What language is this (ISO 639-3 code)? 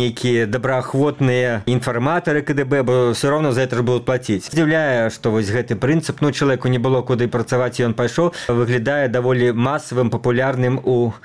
bel